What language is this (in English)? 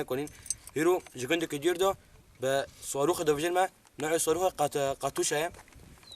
Kurdish